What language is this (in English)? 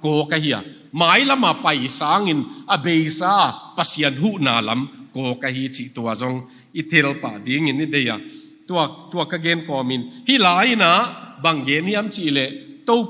Tedim Chin